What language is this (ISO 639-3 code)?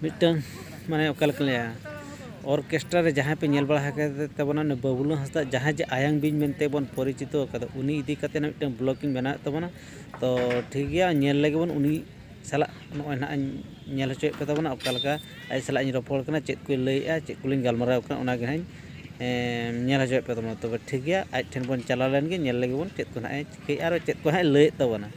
sat